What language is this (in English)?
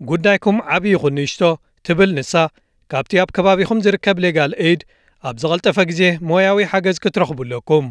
Tigrinya